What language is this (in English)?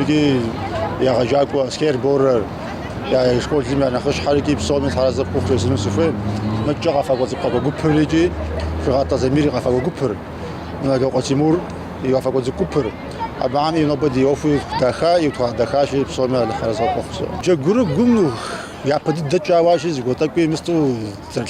Kabardian